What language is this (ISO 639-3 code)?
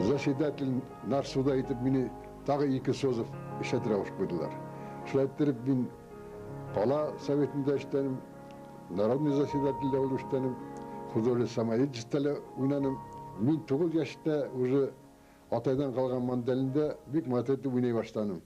bak